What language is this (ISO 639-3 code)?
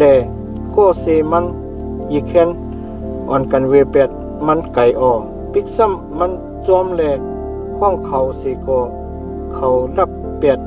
shn